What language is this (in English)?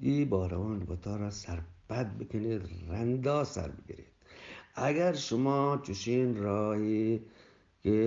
Eastern Balochi